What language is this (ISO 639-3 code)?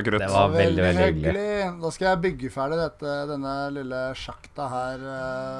nor